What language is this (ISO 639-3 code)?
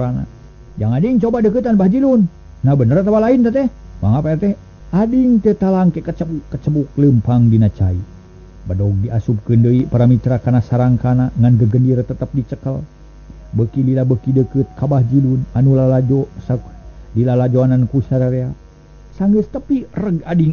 sun